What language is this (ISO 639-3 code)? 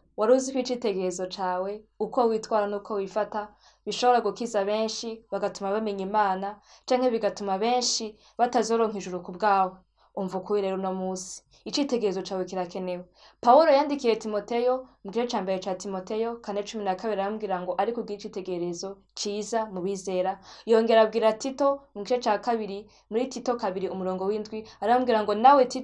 run